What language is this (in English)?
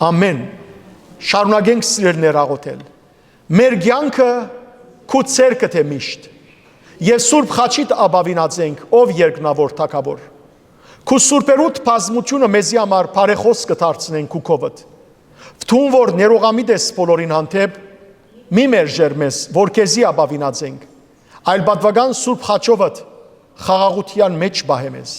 Western Armenian